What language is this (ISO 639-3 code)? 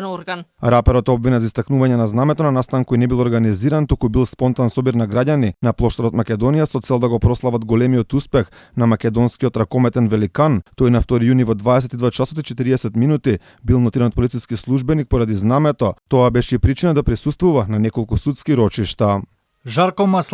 mkd